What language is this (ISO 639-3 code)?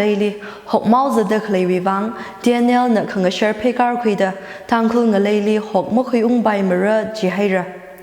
nmf